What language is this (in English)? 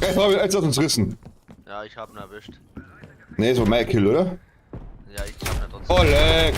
Bavarian